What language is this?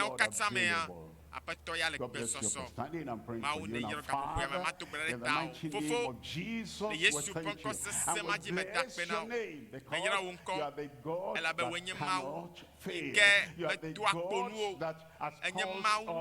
Ewe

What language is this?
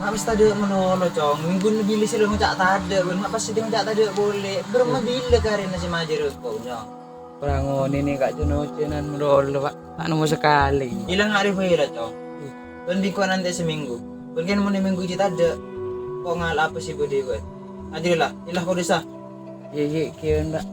Madurese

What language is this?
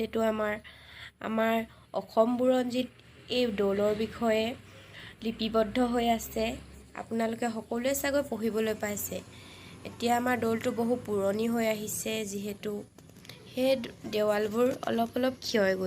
Assamese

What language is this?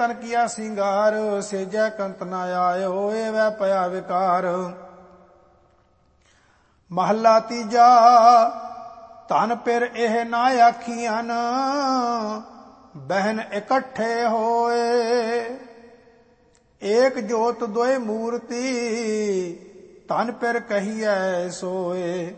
Punjabi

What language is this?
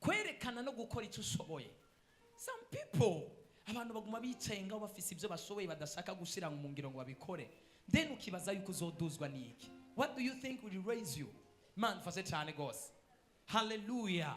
Rundi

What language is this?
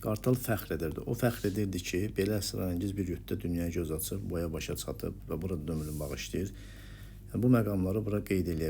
Azerbaijani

